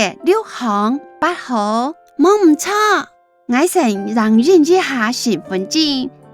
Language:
Hakka Chinese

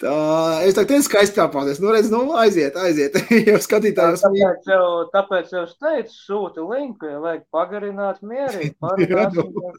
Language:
Latvian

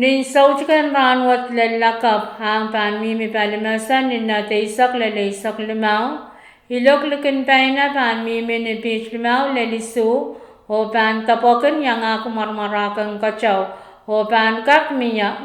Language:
Pohnpeian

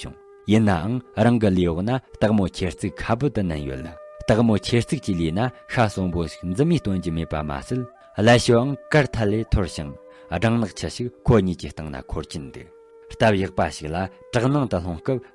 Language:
Tibetan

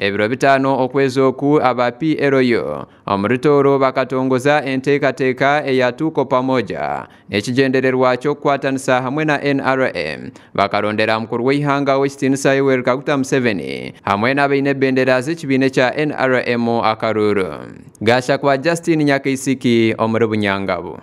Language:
Nyankole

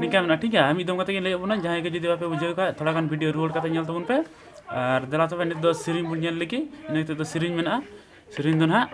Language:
Santali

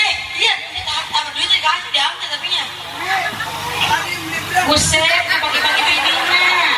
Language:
Betawi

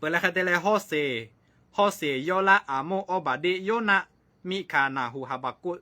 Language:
Lahu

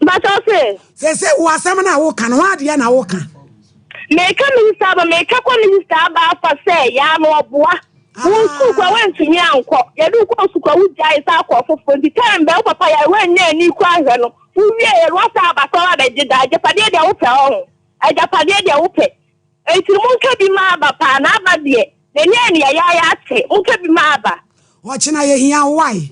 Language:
Akan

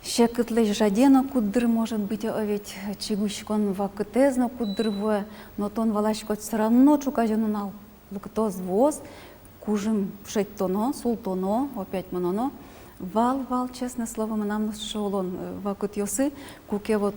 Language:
Udmurt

